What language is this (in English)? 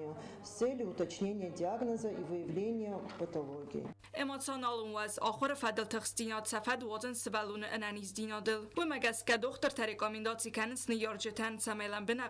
Ossetic